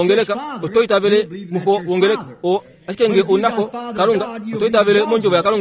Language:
Kuanyama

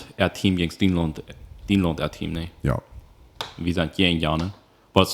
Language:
Plautdietsch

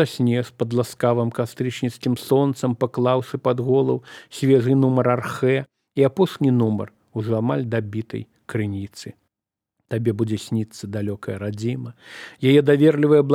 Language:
Belarusian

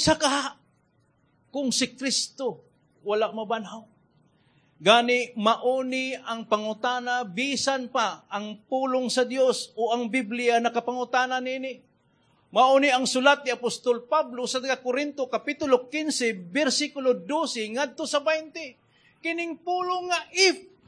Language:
Cebuano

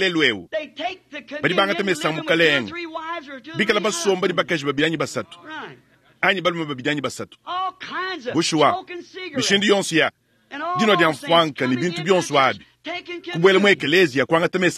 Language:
Luba-Lulua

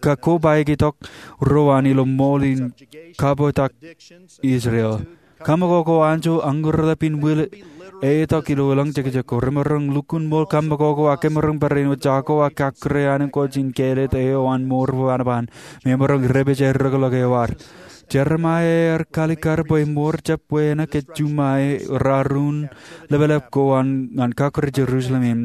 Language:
Marshallese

